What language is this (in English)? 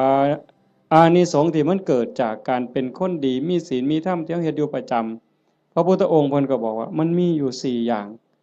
Northeastern Thai